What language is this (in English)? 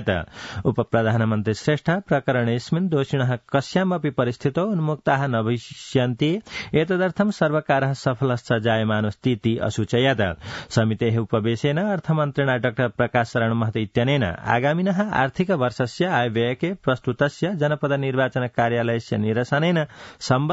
Sanskrit